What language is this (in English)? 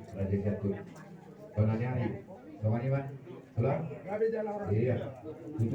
Batak Toba